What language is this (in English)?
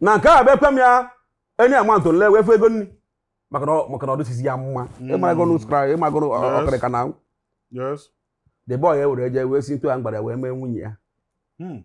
Igbo